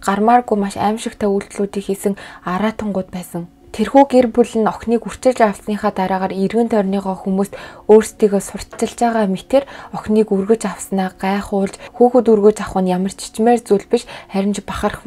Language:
Mongolian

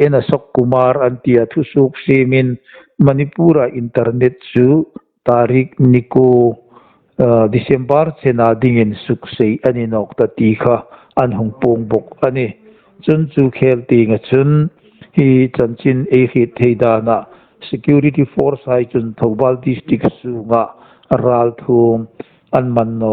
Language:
Hmar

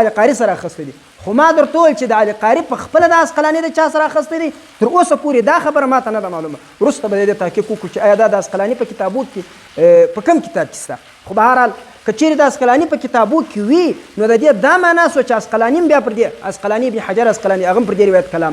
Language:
Pashto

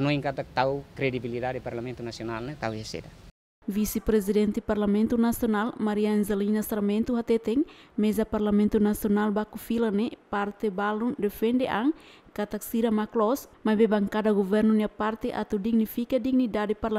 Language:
Tetum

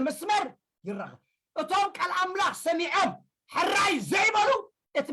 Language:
Tigrinya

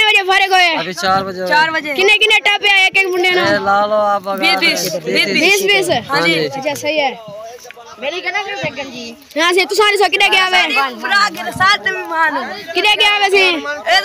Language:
Saraiki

